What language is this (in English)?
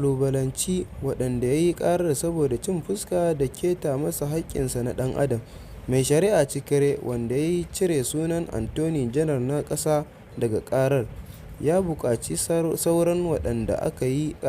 Hausa